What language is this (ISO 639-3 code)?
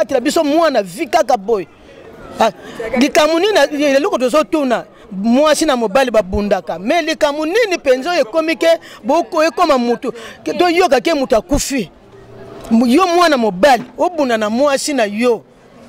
lin